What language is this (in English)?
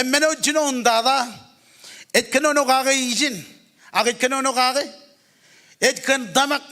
Marshallese